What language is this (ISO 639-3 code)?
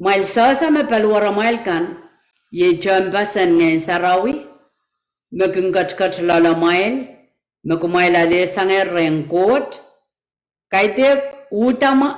pon